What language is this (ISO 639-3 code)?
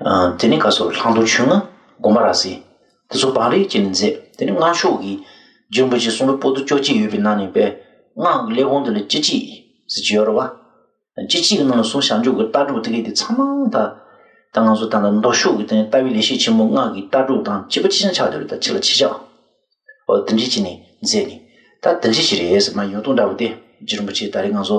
bod